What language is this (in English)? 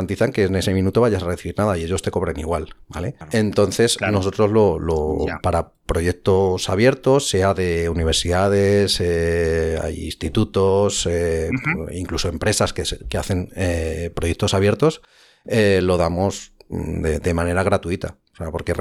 Spanish